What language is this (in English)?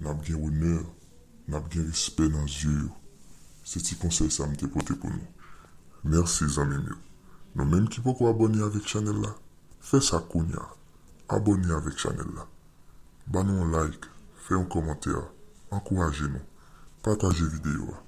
Haitian Creole